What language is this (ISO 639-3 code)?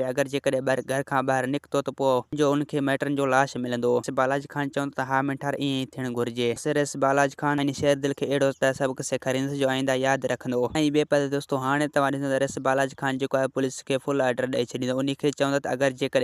snd